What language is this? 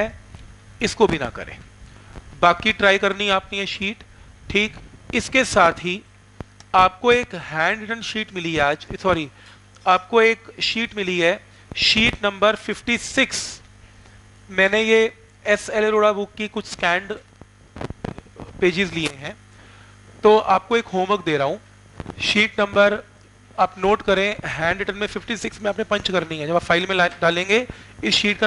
Hindi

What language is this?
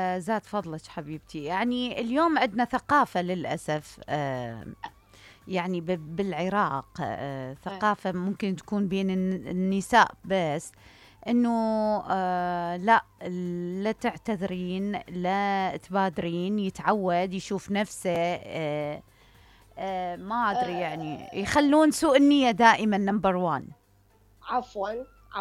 Mesopotamian Arabic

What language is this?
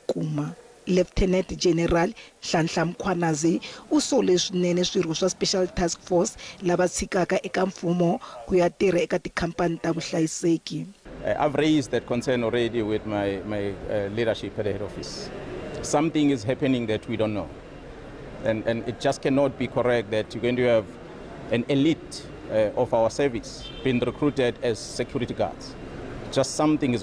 Tsonga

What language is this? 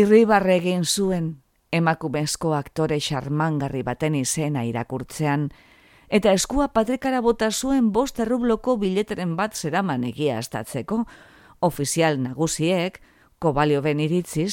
Basque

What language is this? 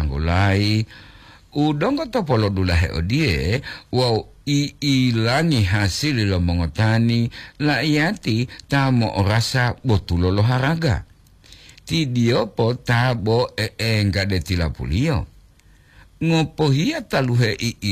Gorontalo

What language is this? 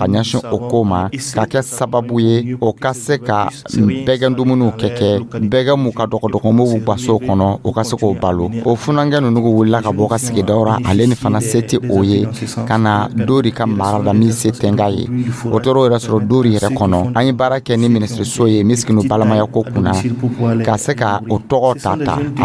Dyula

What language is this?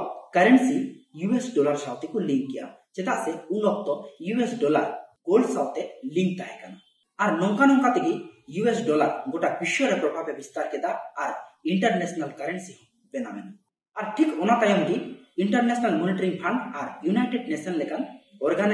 Santali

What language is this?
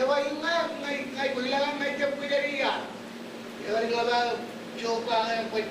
Marshallese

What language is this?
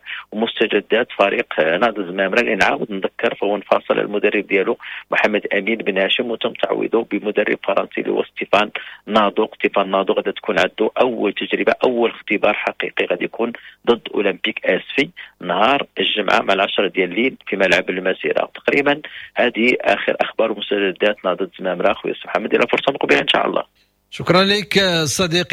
Moroccan Arabic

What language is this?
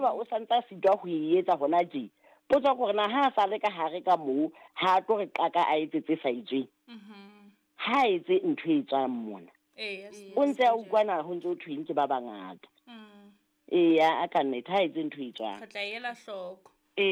Southern Sotho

